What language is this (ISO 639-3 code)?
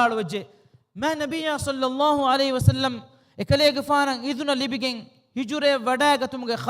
div